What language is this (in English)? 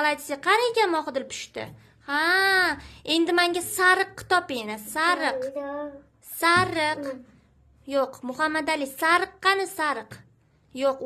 Uzbek